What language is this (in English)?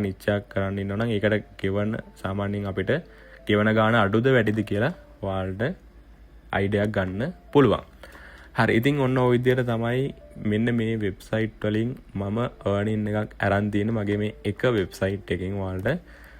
Sinhala